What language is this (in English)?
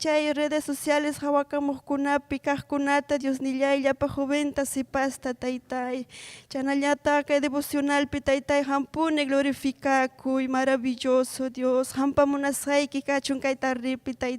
Ayacucho Quechua